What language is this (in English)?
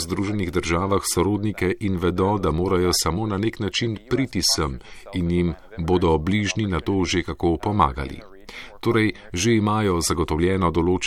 Slovenian